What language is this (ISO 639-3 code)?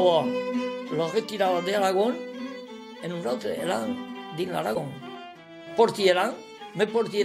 oci